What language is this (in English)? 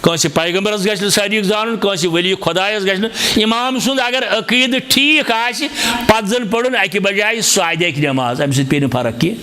Kashmiri